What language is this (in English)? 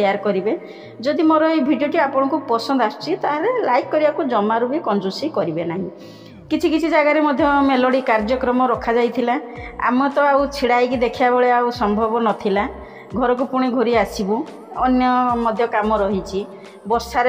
Odia